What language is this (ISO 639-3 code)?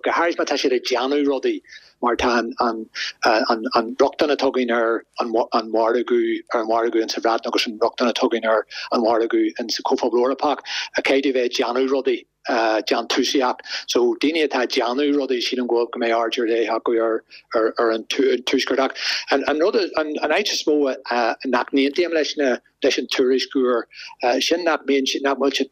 gle